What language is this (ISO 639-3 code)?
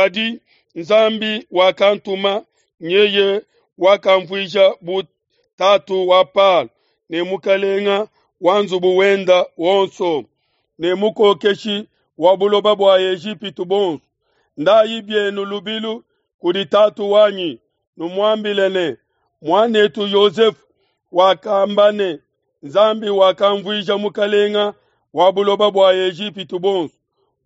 lua